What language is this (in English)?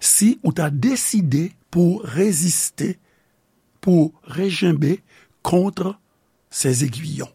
Haitian Creole